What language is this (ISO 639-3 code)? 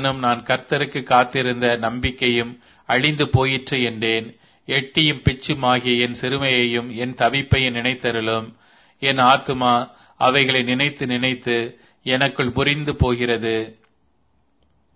tam